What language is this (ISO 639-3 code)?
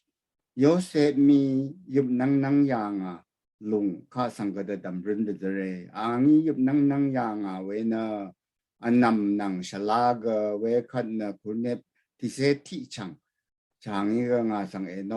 raw